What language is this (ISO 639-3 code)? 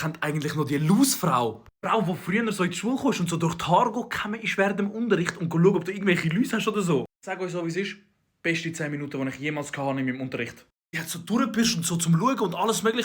gsw